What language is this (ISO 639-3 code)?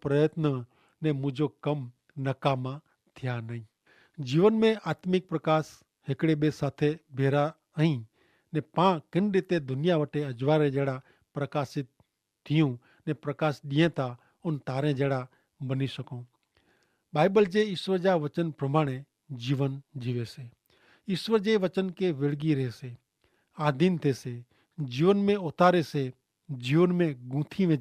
kfr